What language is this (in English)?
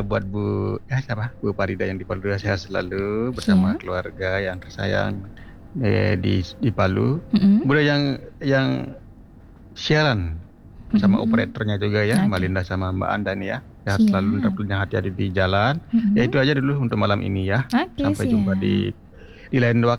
Indonesian